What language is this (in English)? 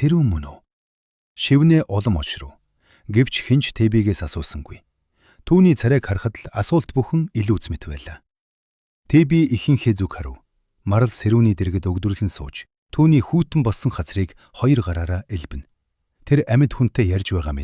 Mongolian